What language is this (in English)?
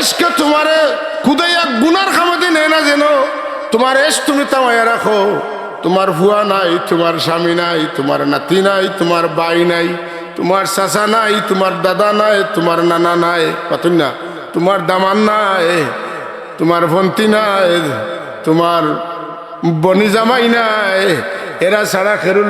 Sylheti